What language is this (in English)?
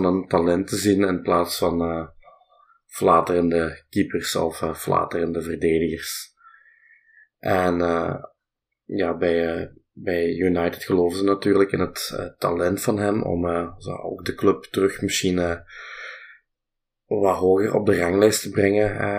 Dutch